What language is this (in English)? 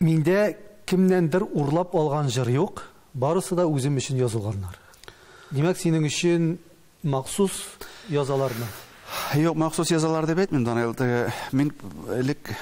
Tatar